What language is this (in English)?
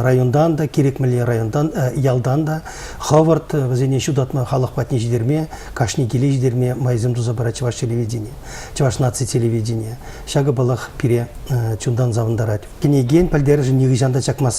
Chuvash